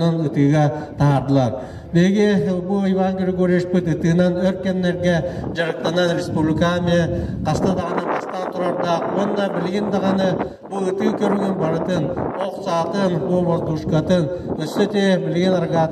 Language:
Yakut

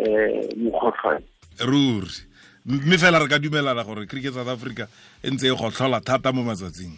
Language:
Tswana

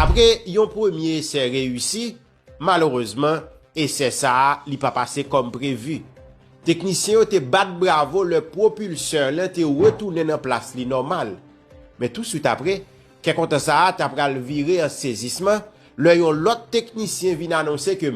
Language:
Haitian Creole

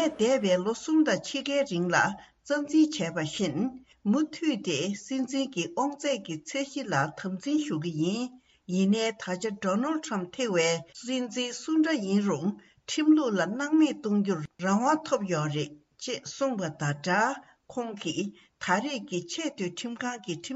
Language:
Tibetan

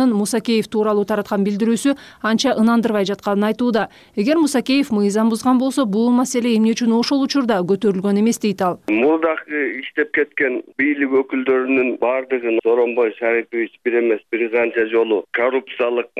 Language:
Kyrgyz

